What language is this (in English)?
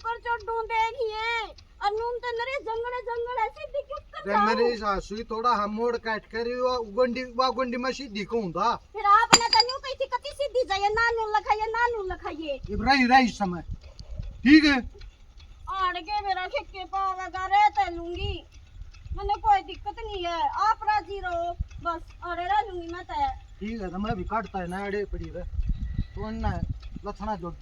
Haryanvi